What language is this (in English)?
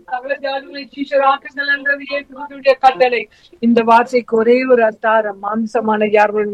Tamil